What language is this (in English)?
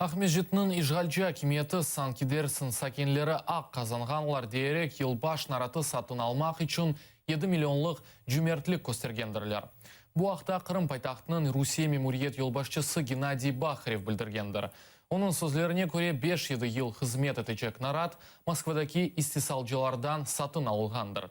Crimean Tatar